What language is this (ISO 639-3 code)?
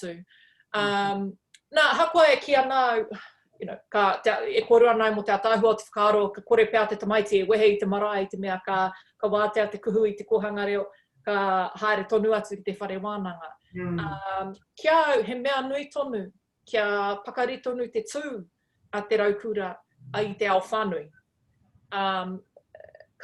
mri